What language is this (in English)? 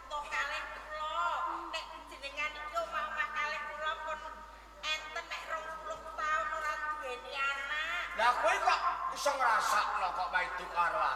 Javanese